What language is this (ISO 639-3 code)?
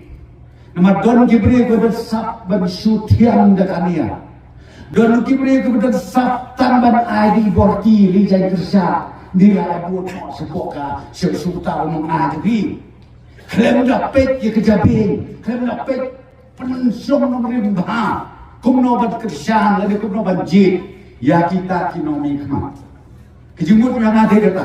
kha